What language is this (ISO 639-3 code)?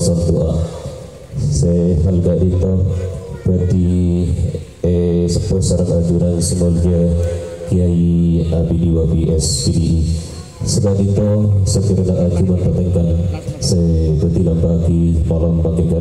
mad